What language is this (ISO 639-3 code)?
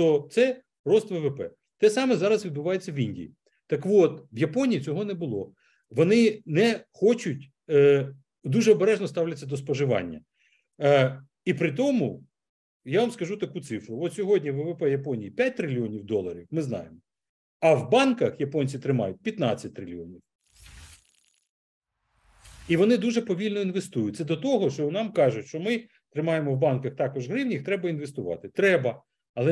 ukr